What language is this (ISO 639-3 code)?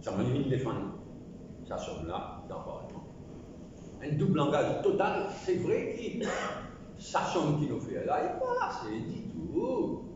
mfe